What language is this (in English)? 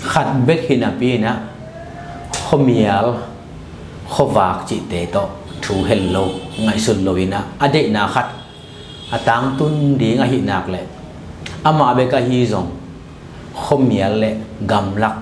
Tedim Chin